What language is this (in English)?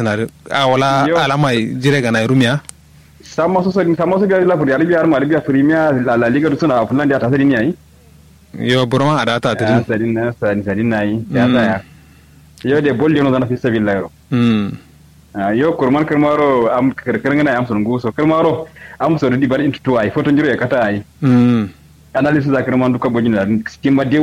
Kanuri